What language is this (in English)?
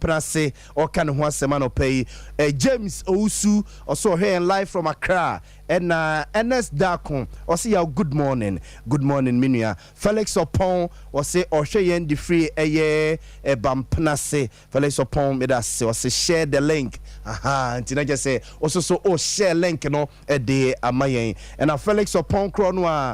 Akan